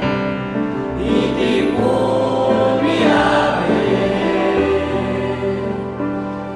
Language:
Pampanga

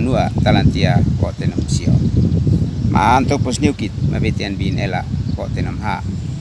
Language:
Uab Meto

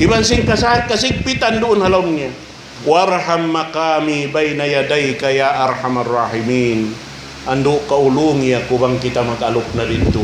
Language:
Tausug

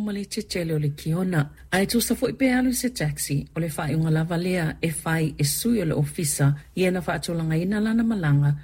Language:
Samoan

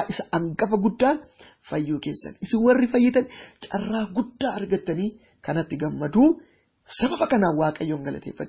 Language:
Oromo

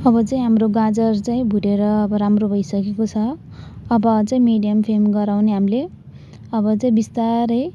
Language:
Nepali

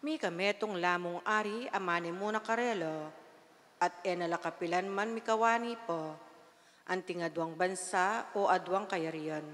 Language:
Pampanga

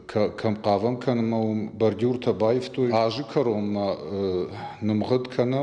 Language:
Ossetic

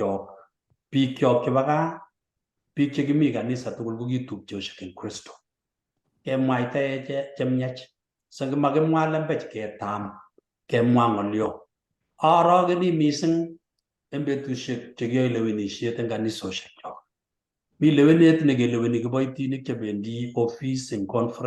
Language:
Kalenjin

